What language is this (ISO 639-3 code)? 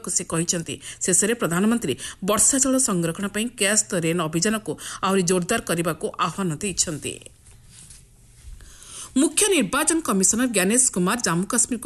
ori